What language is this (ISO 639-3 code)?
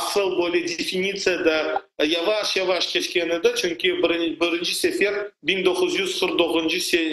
crh